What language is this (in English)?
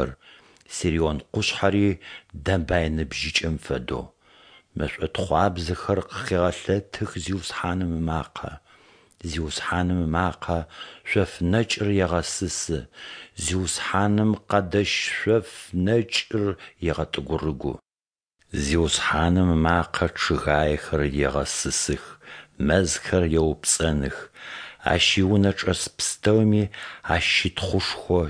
Adyghe